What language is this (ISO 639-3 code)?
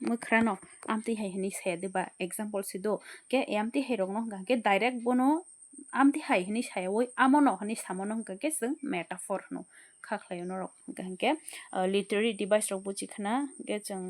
trp